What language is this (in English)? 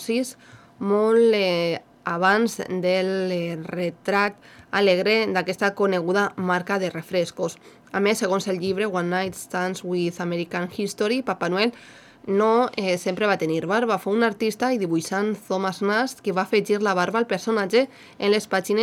Catalan